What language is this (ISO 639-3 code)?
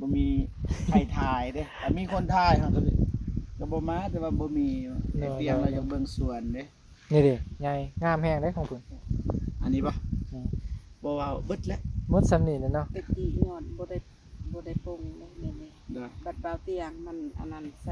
tts